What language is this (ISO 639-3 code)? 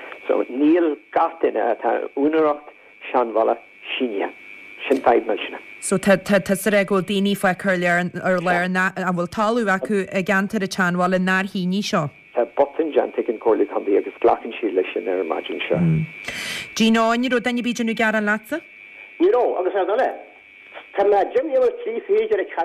gle